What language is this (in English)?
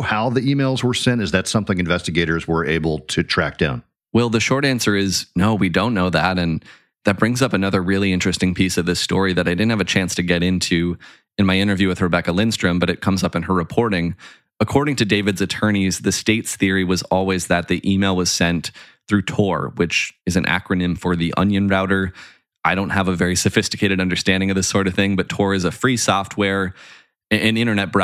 English